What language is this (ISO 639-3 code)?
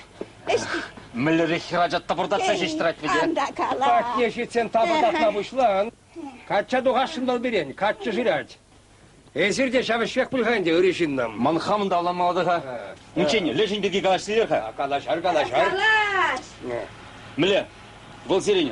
chv